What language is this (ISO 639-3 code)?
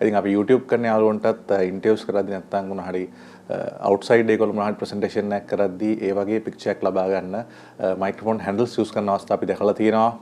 sin